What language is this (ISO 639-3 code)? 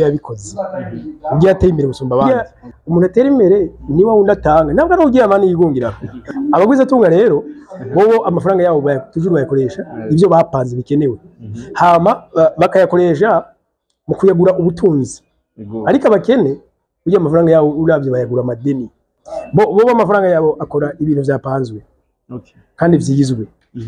run